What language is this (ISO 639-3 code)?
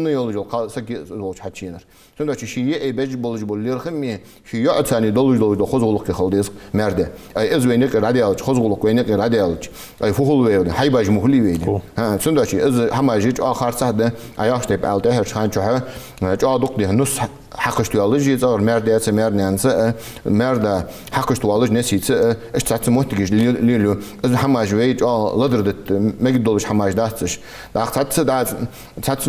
inh